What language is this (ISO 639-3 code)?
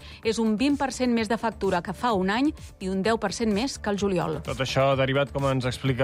cat